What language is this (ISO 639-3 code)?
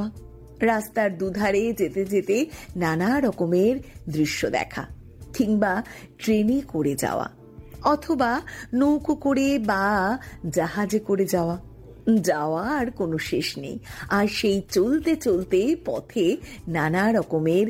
ben